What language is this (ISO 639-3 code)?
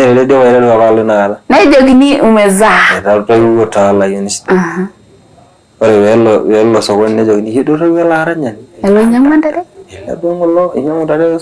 mas